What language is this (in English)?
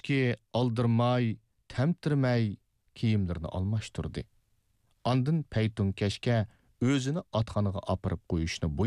Uyghur